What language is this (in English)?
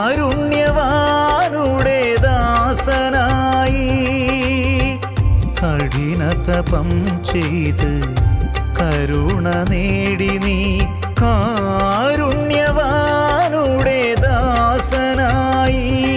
Malayalam